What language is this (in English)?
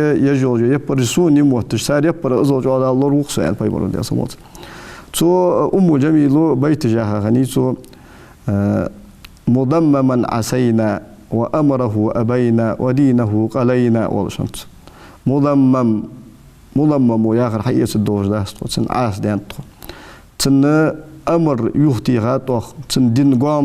Ingush